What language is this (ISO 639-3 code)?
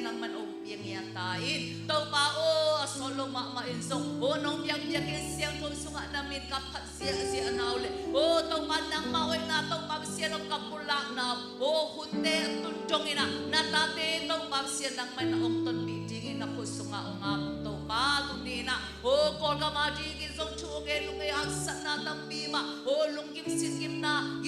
ctd